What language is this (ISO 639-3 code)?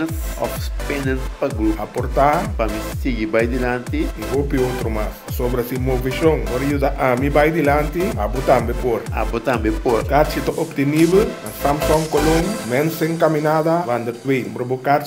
pap